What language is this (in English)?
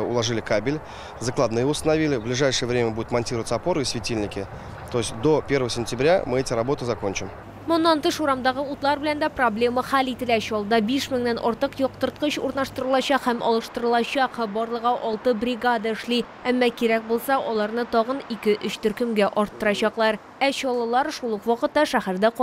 Tatar